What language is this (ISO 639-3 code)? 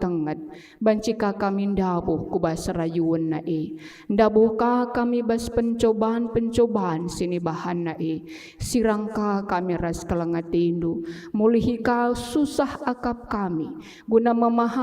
btx